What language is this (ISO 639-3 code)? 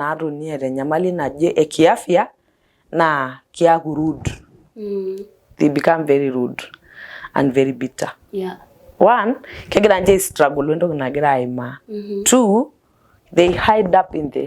mas